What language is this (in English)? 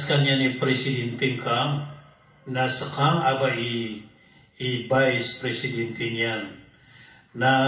Maranao